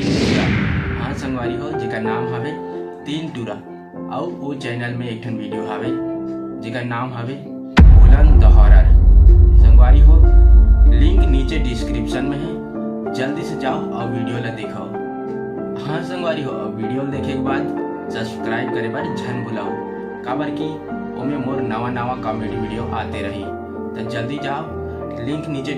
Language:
Chhattisgarhi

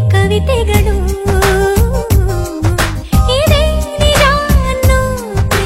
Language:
Kannada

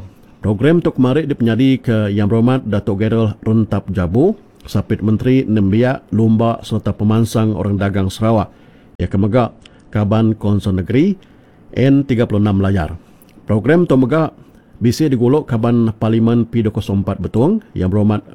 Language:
Iban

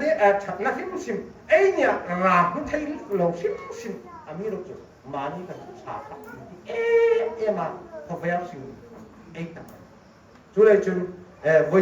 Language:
Hmar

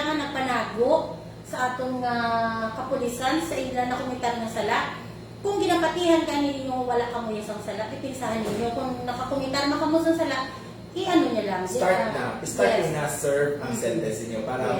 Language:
Hiligaynon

